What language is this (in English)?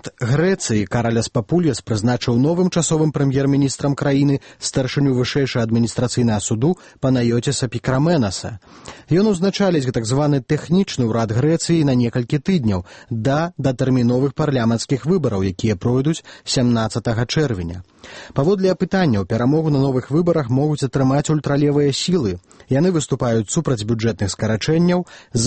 Belarusian